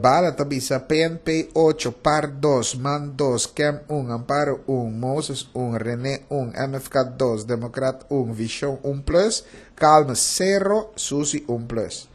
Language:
Papiamento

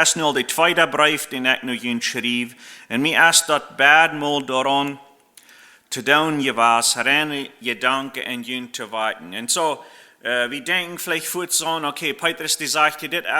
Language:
Plautdietsch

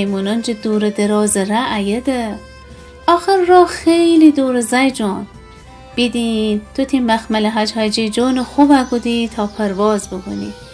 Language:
Gilaki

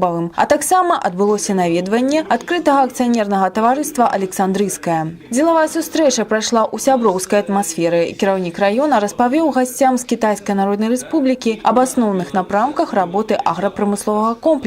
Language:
Belarusian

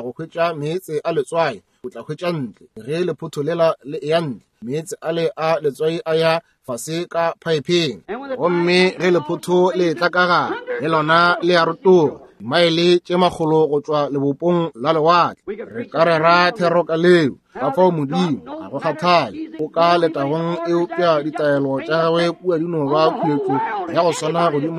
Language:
Northern Sotho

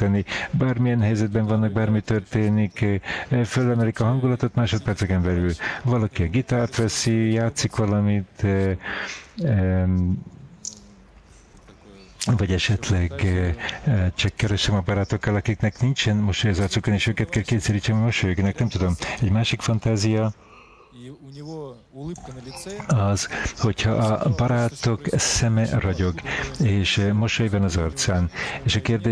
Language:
Hungarian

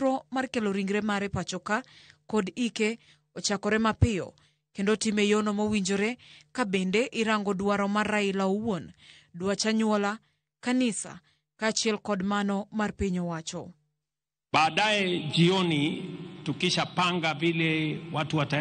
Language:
Luo (Kenya and Tanzania)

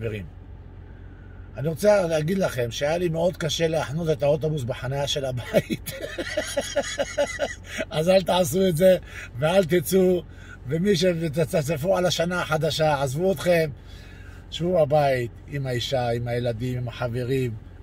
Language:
Hebrew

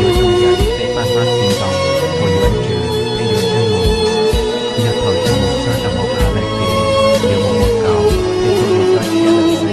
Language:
Hmong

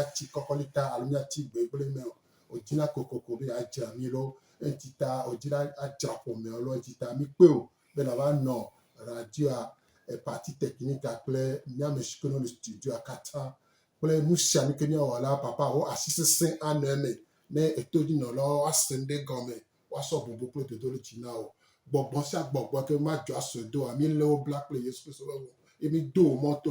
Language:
Gen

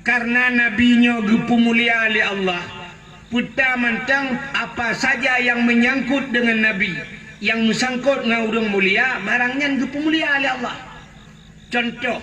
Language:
Achinese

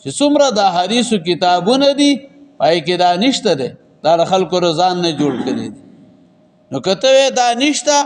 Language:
Pashto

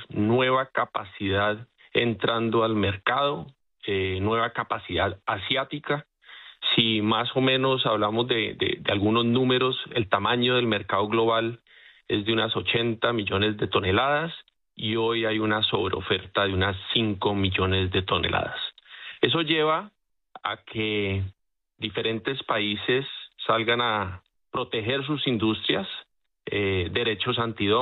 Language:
Spanish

